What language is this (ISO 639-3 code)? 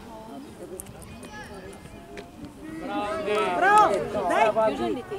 bul